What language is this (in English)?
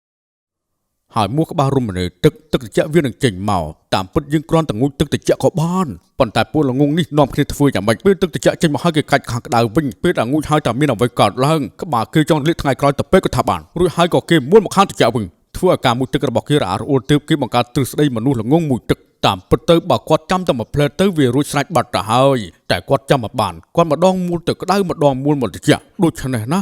Khmer